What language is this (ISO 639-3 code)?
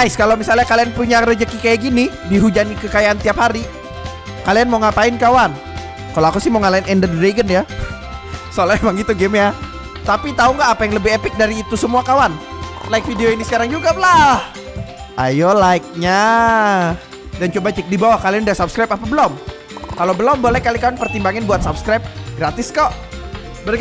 ind